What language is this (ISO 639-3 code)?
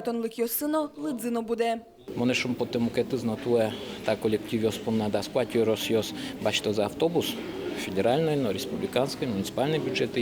udm